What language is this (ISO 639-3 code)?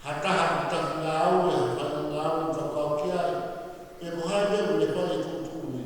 ton